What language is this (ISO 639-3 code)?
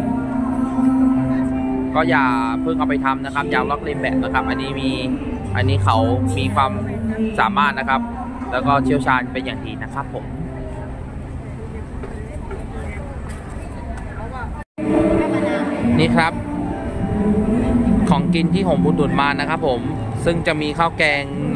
tha